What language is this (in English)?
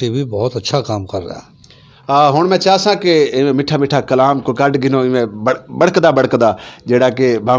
Saraiki